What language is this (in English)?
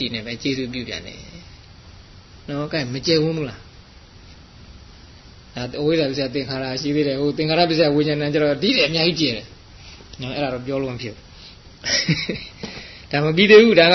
Burmese